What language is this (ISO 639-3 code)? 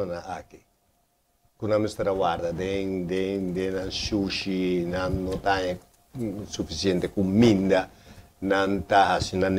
pap